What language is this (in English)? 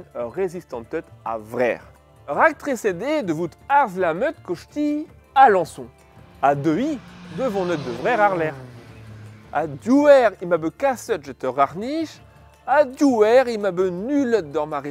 Breton